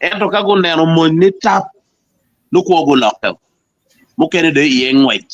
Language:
Acoli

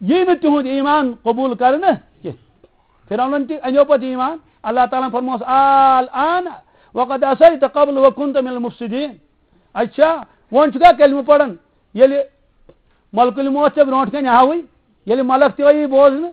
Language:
Kashmiri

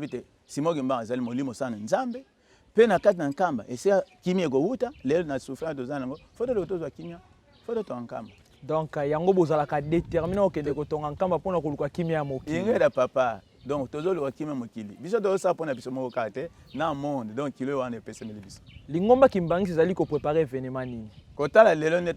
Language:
Lingala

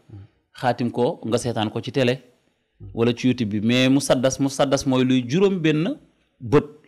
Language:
Wolof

